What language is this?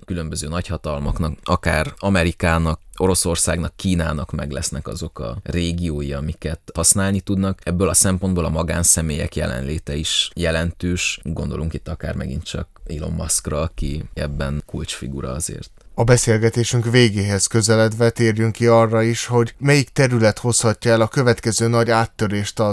Hungarian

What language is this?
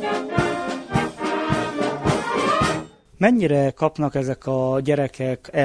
Hungarian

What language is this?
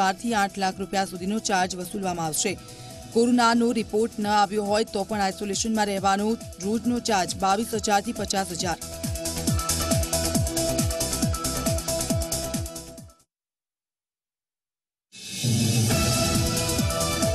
Gujarati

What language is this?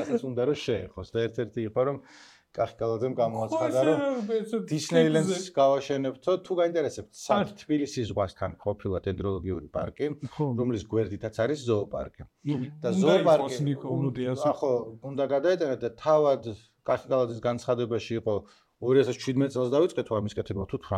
Georgian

